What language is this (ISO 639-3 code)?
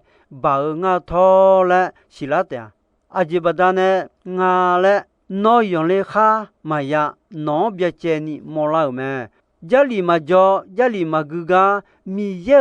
ahk